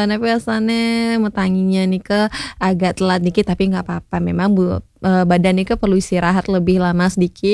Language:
Balinese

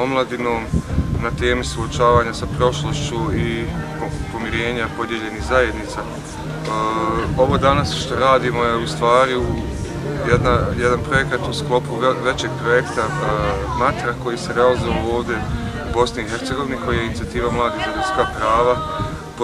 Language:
Bosnian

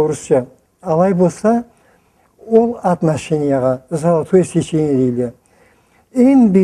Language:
Karachay-Balkar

